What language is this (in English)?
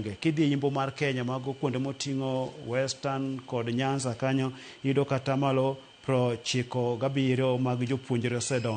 Luo (Kenya and Tanzania)